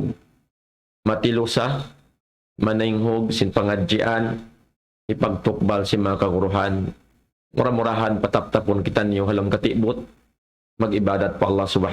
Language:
Tausug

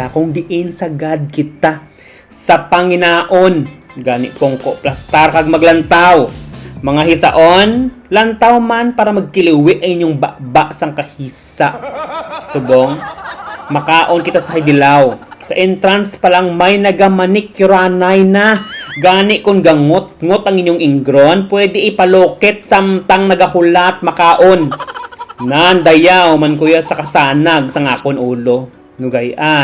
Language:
Hiligaynon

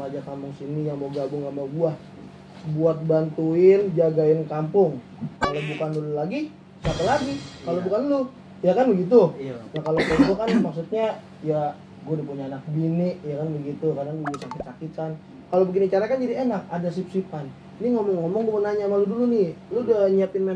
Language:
Betawi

